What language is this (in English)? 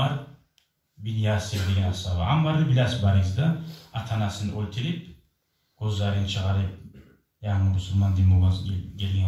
Kumyk